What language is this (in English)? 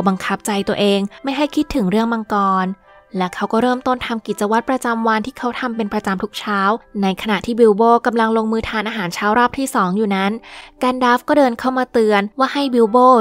Thai